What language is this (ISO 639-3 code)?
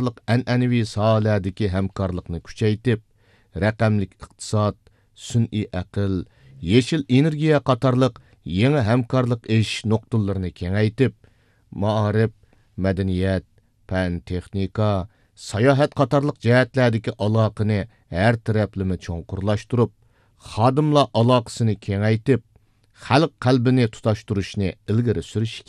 uig